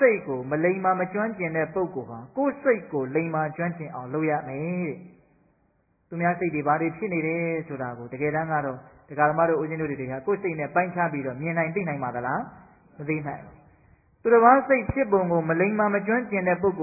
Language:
Burmese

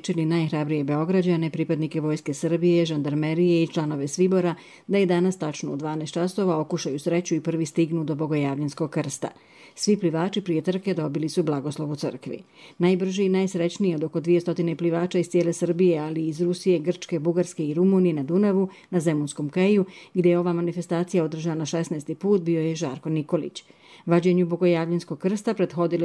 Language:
Croatian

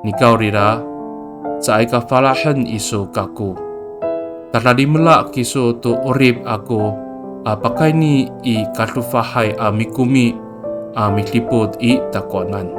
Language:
Amis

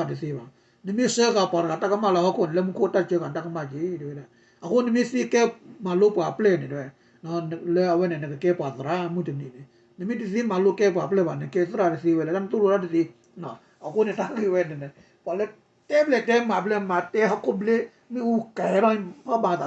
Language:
S'gaw Karen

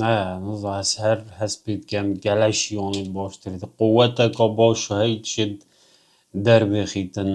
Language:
Kurdish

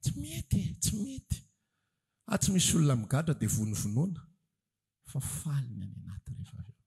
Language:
Malagasy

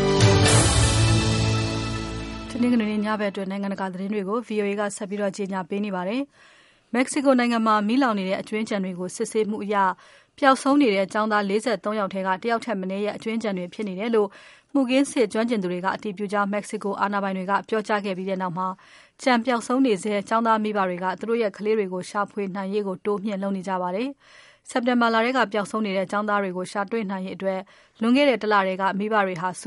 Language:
Burmese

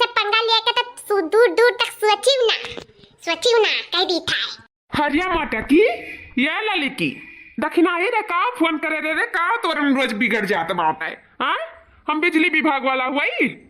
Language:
Awadhi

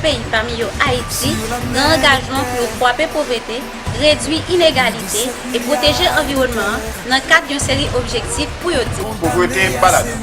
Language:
Haitian Creole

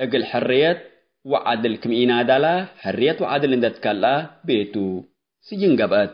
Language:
Tigre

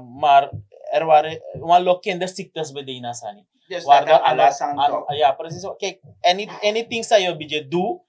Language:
Sranan Tongo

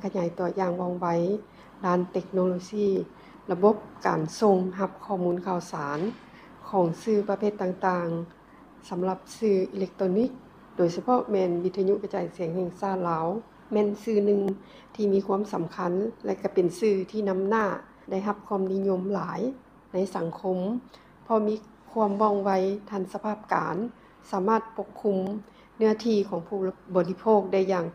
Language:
Lao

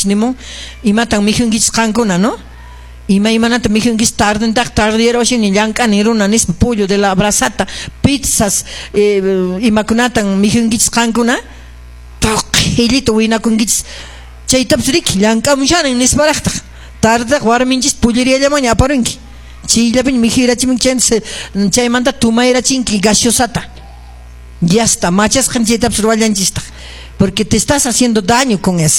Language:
Quechua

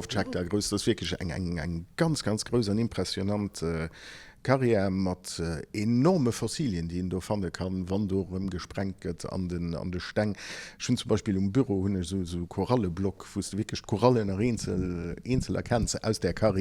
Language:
Luxembourgish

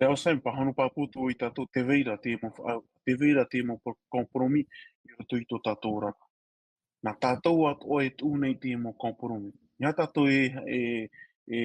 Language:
Tahitian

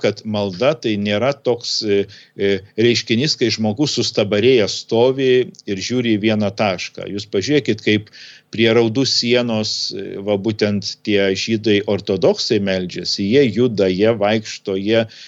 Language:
Lithuanian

